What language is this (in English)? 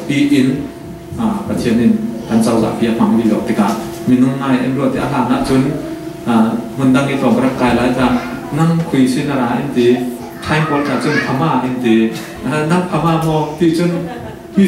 Falam Chin